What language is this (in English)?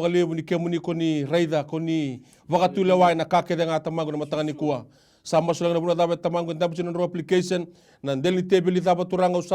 Fijian